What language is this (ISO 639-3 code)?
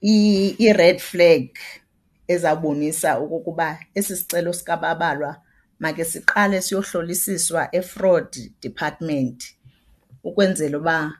xho